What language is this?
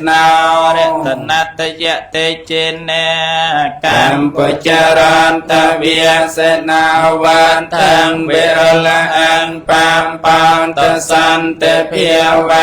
Khmer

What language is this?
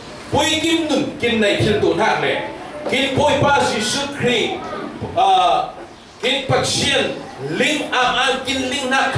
Falam Chin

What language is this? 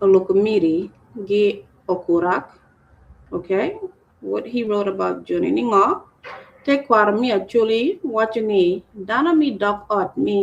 Acoli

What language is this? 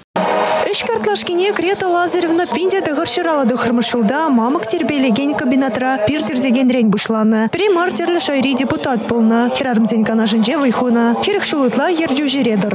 Chuvash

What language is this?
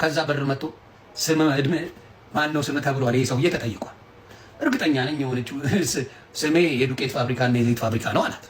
Amharic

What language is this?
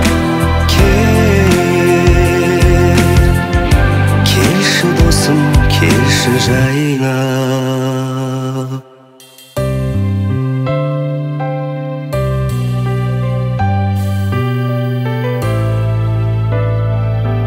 Kazakh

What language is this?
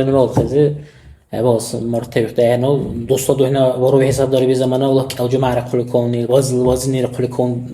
Dargwa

